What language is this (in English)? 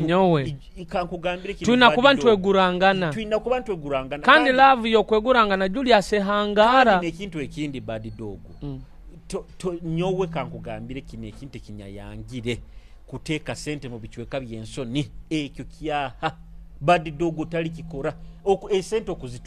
Nyoro